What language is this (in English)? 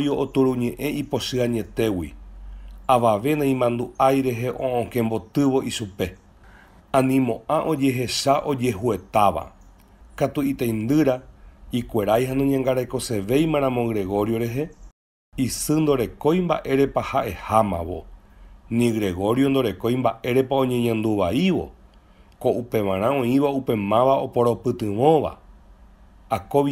Guarani